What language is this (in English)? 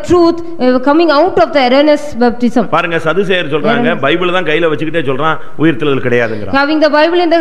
Tamil